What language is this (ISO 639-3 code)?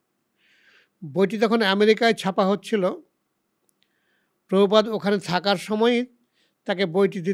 ben